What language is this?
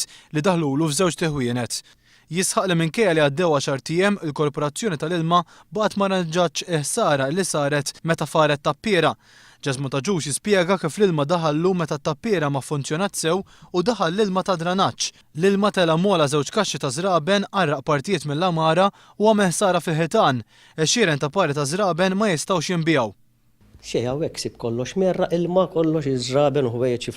Maltese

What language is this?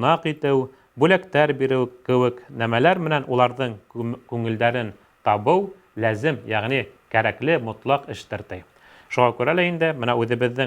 Bashkir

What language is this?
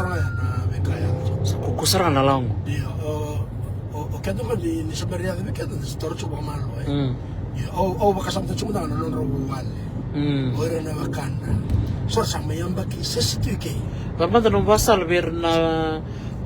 Fijian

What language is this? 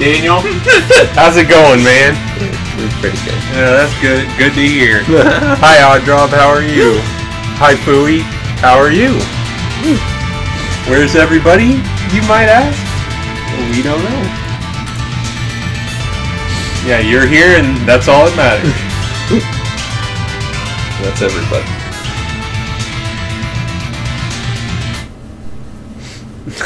English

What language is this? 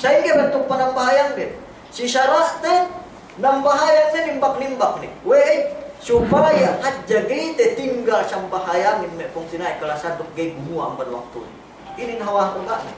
Yakan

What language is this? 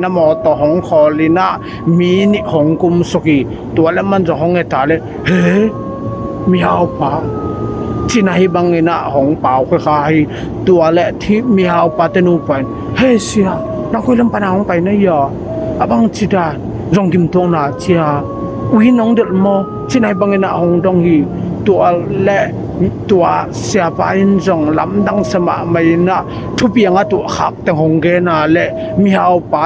Tedim Chin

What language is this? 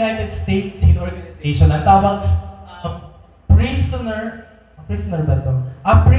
Waray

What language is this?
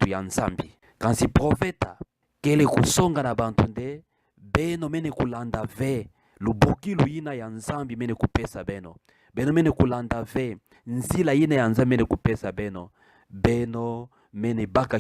Kituba (Democratic Republic of Congo)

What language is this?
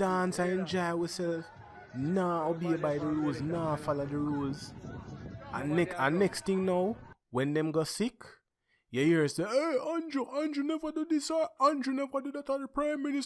Jamaican Creole English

